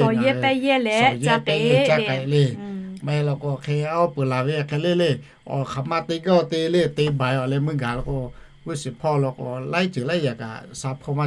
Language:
Lahu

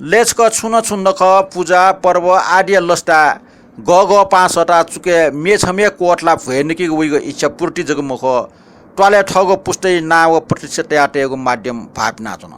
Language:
Newari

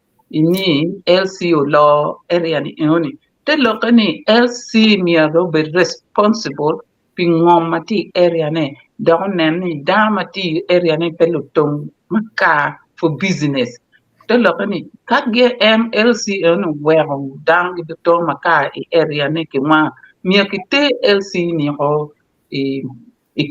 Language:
Acoli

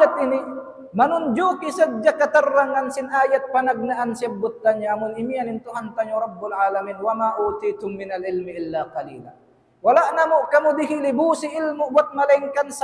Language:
Tausug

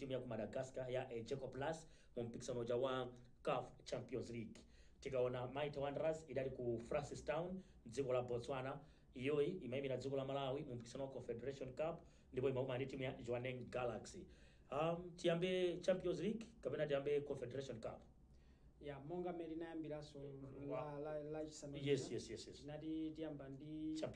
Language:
Nyanja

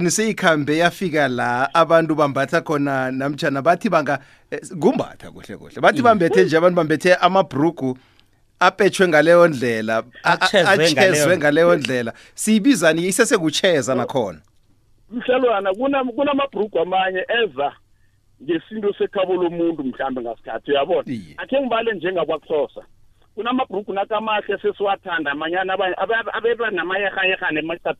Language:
South Ndebele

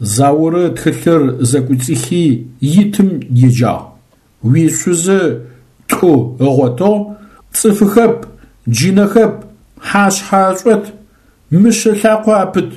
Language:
Adyghe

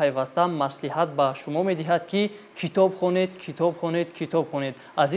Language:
Tajik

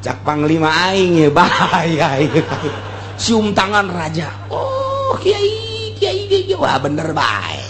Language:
Sundanese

